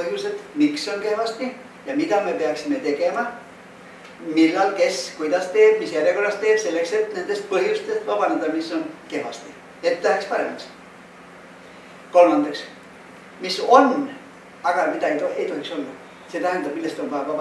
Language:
Estonian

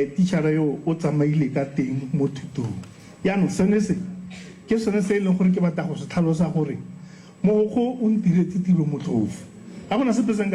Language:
Tswana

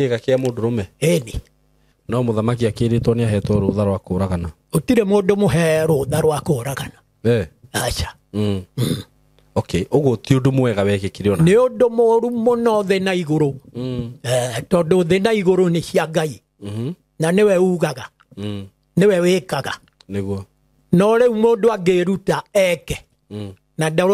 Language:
Kikuyu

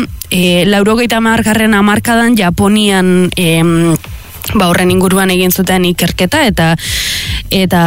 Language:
Basque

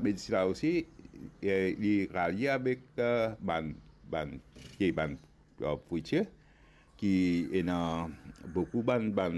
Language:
Morisyen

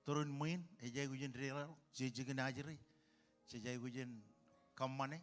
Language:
Marshallese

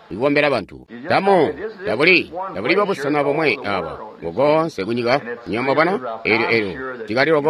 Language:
Tonga (Zambia)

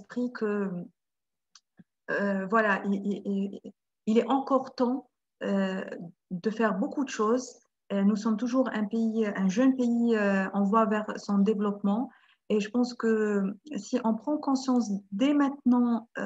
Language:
French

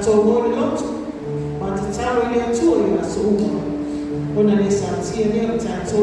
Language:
Samoan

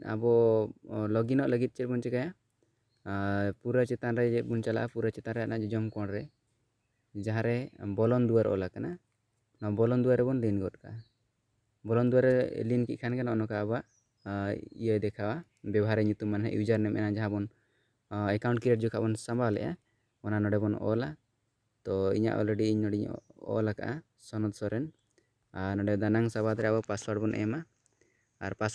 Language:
Santali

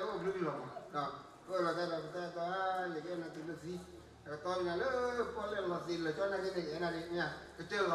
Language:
S'gaw Karen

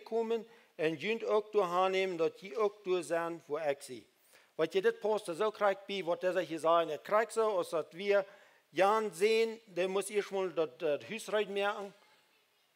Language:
Plautdietsch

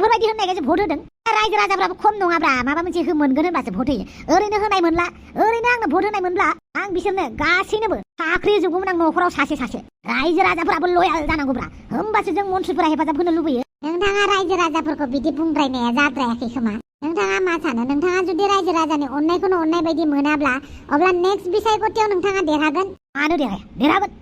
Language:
Bodo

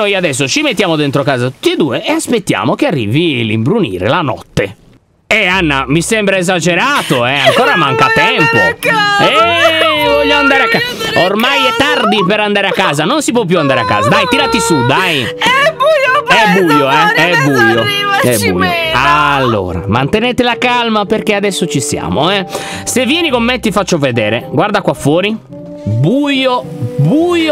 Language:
Italian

